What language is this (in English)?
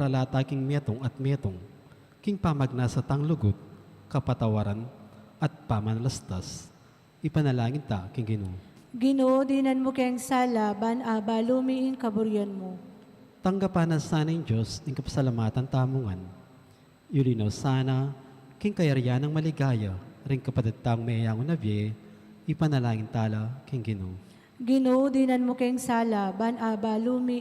Pampanga